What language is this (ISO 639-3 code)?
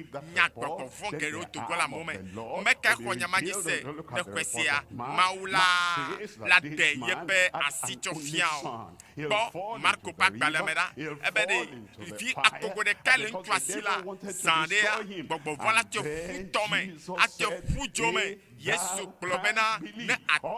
ewe